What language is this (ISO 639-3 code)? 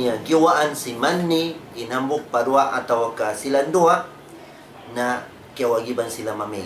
tsg